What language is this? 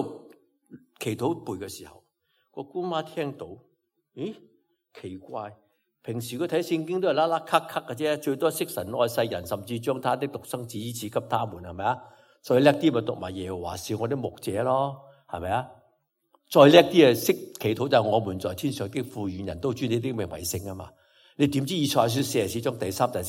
Cantonese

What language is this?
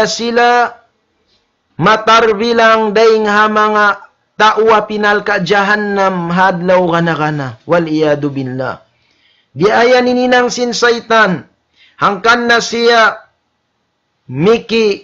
Tausug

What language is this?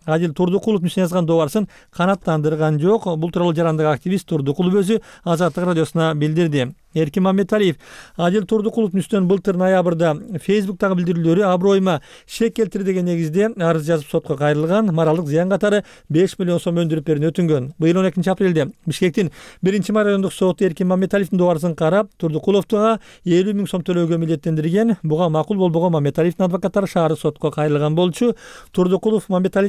Kyrgyz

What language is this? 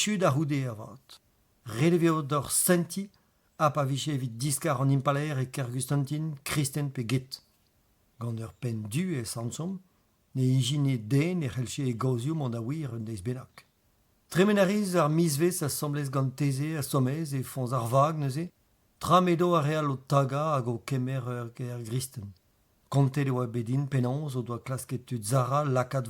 Breton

